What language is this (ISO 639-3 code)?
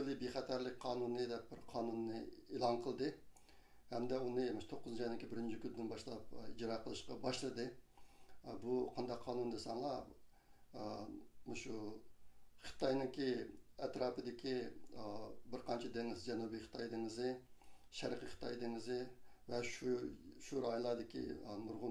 uig